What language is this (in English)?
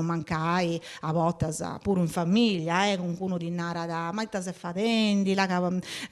Sardinian